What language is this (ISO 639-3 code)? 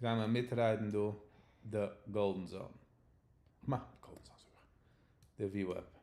yid